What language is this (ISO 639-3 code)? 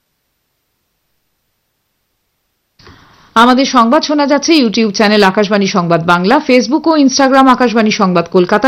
ben